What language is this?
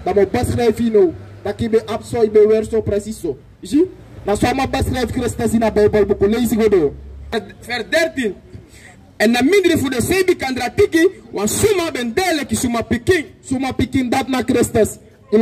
Sranan Tongo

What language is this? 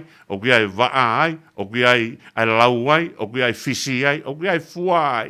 Tongan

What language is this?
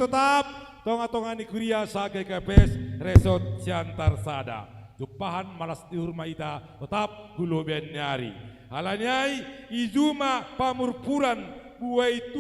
Batak Simalungun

